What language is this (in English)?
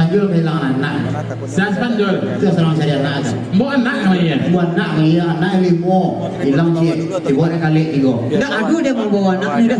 Minangkabau